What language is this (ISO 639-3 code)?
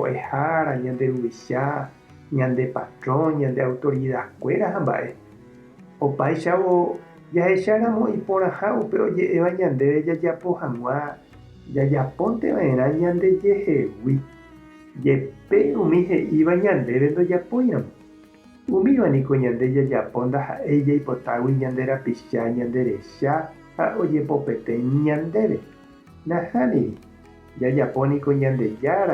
grn